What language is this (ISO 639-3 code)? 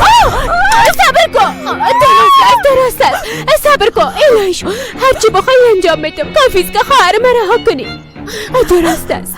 fas